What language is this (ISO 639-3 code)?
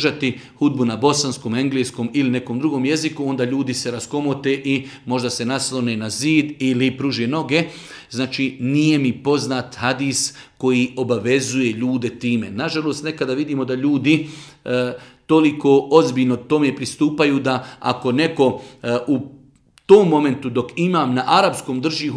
bos